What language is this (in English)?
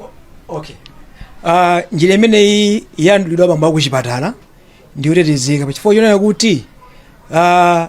Nyanja